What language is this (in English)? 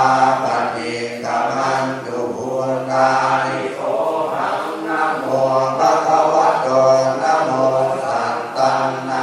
Pali